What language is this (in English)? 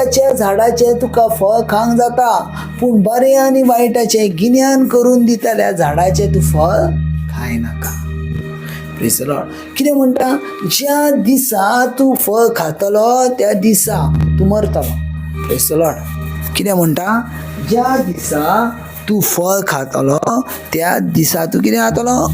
Konkani